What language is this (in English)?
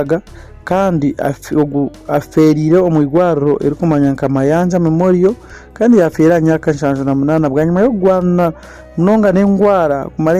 Nyankole